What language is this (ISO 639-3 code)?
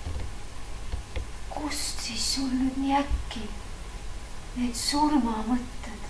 est